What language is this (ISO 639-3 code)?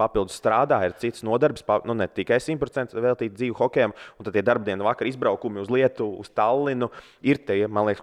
lav